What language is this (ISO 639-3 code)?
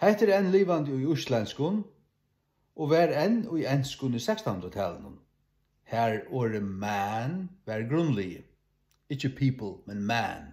fao